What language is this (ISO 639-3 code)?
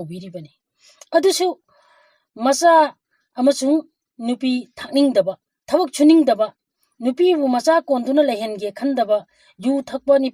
mni